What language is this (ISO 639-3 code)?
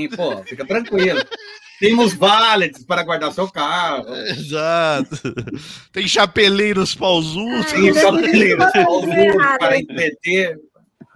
por